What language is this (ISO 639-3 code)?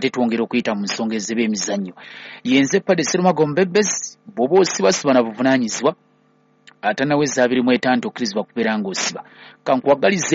lug